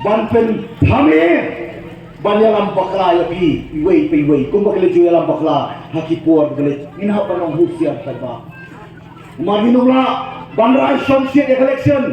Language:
Khasi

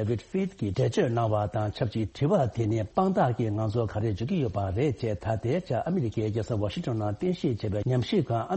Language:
Tibetan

